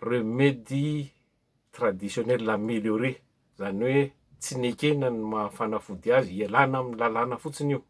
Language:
Malagasy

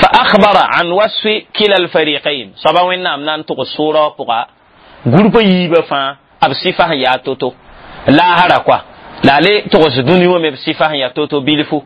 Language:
Mossi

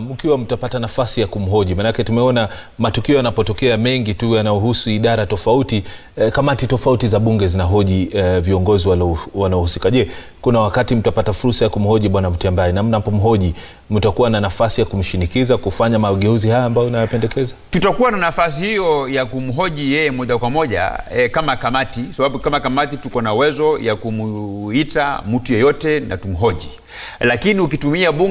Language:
Swahili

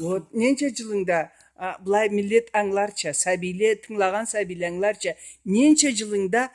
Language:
Karachay-Balkar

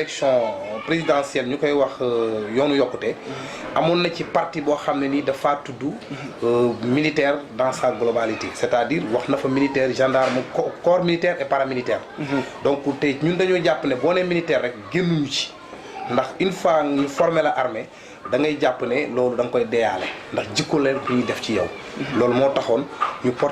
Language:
Wolof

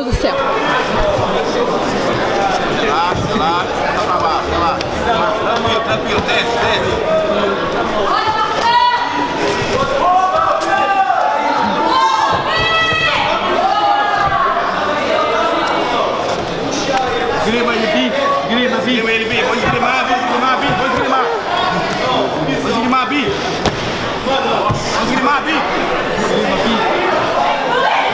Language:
Portuguese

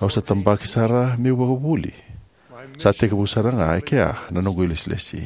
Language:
Fijian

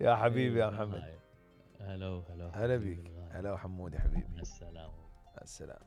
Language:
Mesopotamian Arabic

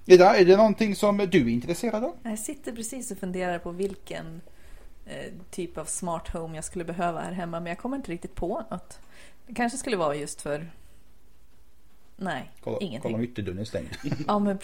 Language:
Swedish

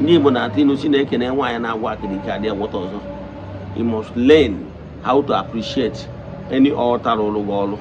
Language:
Igbo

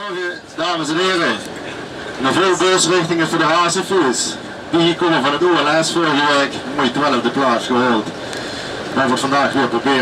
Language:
Limburgish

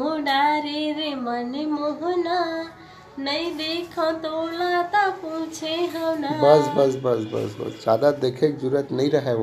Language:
Chhattisgarhi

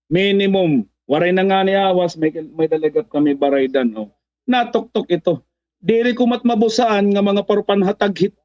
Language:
Waray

